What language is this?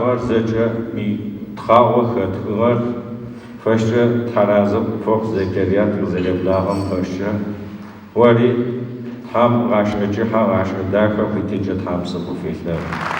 Adyghe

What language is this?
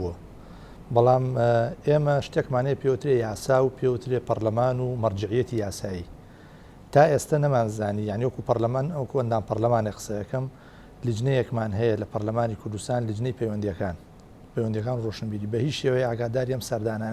Central Kurdish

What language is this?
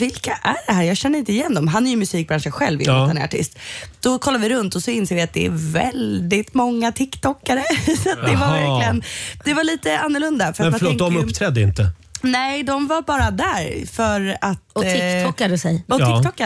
Swedish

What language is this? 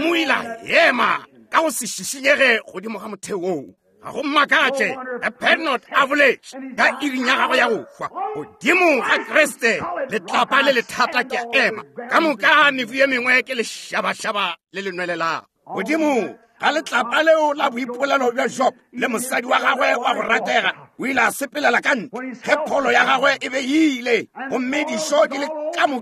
Northern Sotho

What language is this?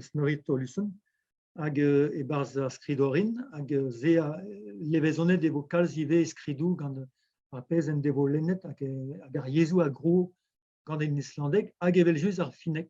Breton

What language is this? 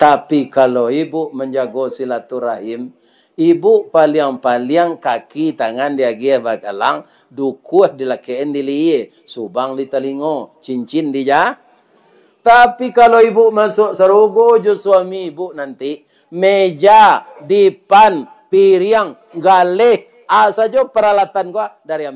Minangkabau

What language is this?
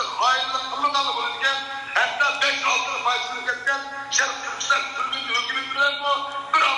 Uyghur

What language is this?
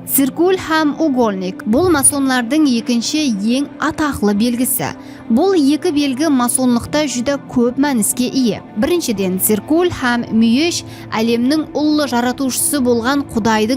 Kara-Kalpak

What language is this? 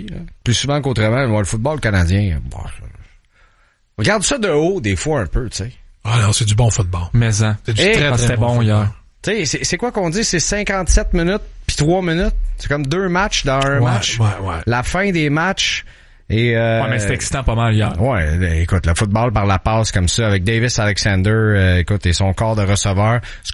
French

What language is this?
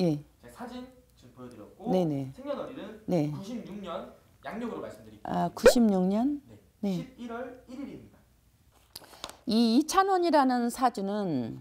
Korean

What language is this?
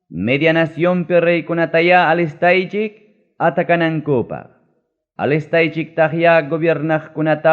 Ayacucho Quechua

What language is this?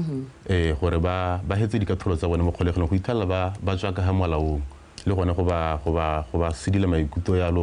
Tswana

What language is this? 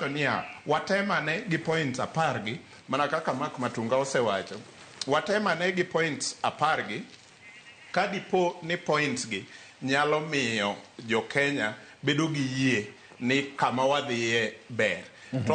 Luo (Kenya and Tanzania)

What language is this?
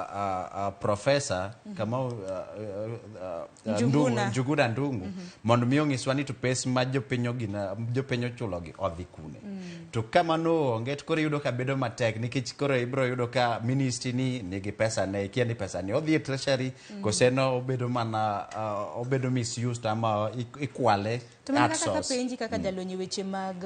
Luo (Kenya and Tanzania)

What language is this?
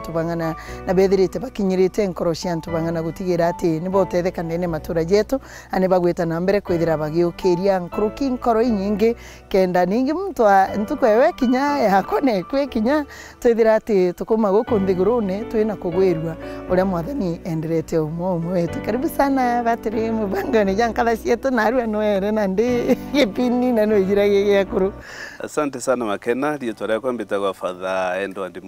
Meru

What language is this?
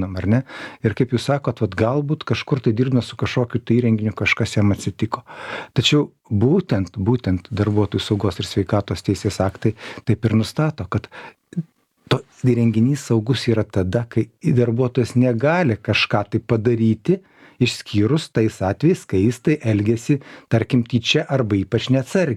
Lithuanian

